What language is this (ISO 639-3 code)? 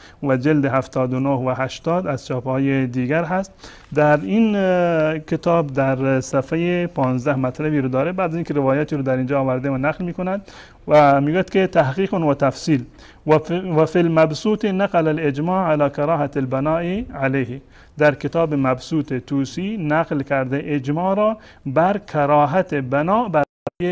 fas